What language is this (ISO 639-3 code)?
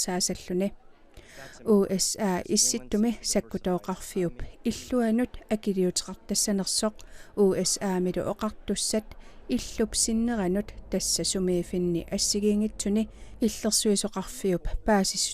kal